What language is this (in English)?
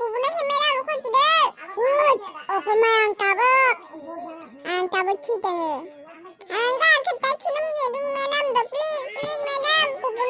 Kok Borok